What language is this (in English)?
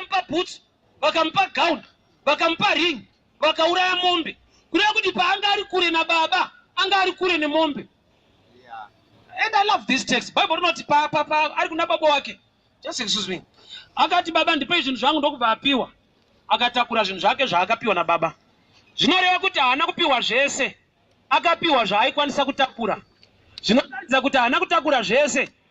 Shona